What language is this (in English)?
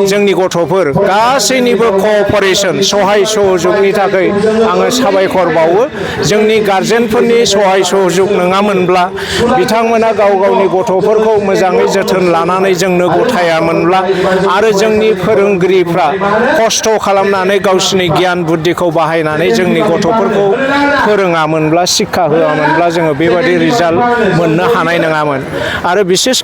Bodo